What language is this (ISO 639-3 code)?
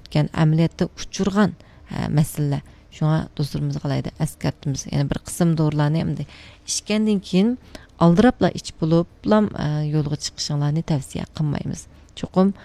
uig